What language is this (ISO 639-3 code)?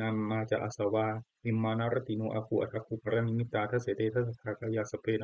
pli